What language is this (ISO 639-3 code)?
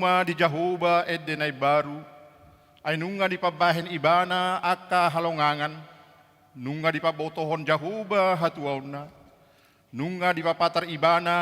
bbc